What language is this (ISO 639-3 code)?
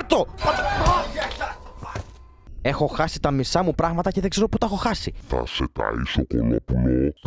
ell